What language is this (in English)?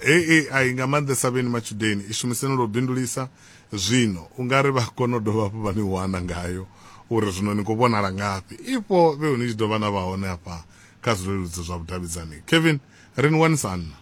Venda